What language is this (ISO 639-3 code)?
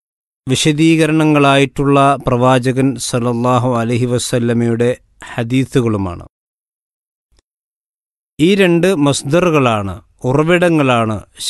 mal